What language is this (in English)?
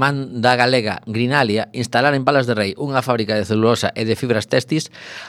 Galician